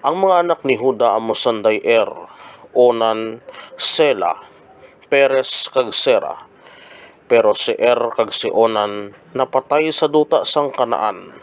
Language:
Hiligaynon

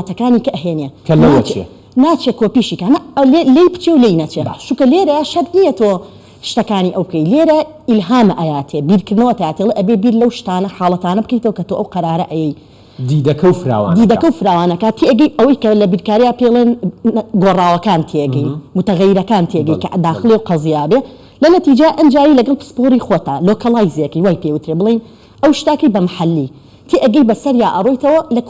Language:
Central Kurdish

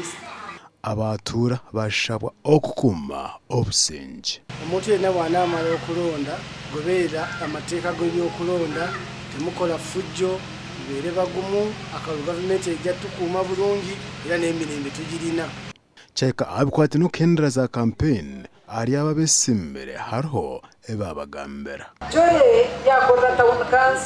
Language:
Nyankole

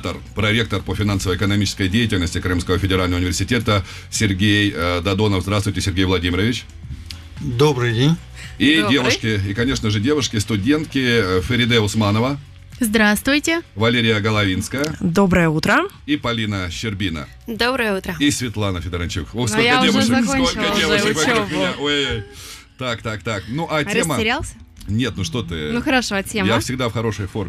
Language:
Russian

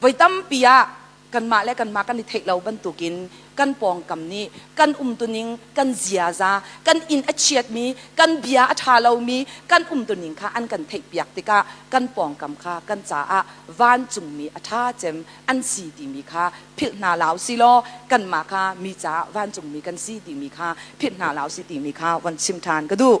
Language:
Hakha Chin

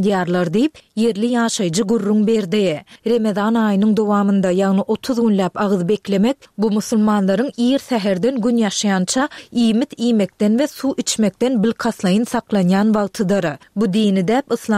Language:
Turkmen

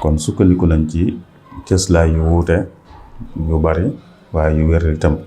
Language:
Wolof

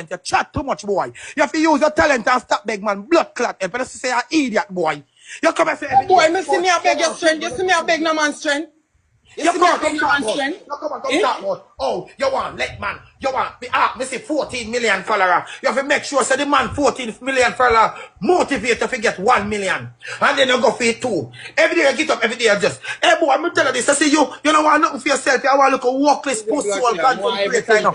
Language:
Jamaican Creole English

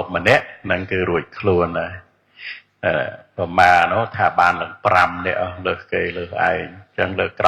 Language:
Khmer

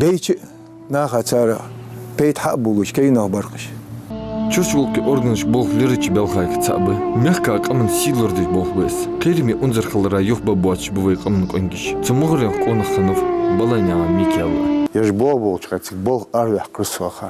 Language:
Ingush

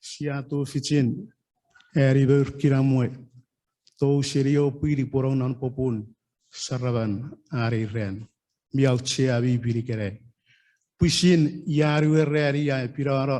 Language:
Chuukese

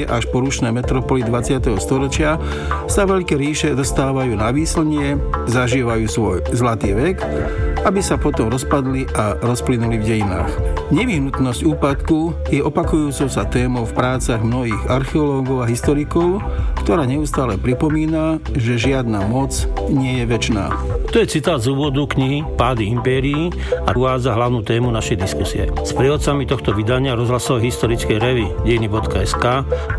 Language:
Slovak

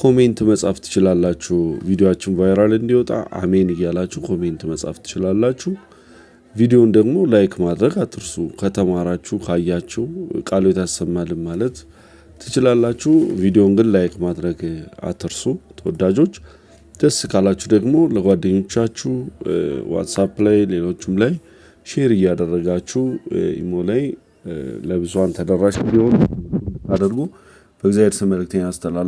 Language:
Amharic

